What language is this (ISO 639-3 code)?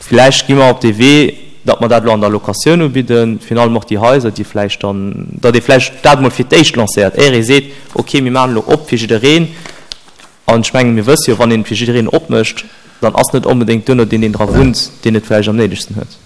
ltz